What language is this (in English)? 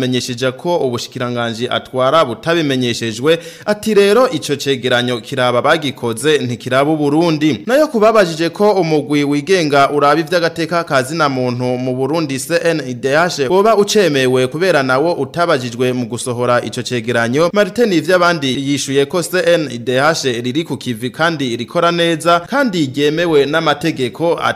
Rundi